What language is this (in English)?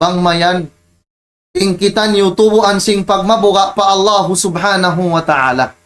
Tausug